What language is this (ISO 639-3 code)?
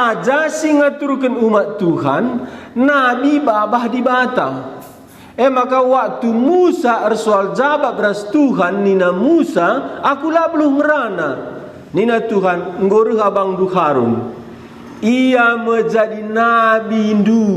btx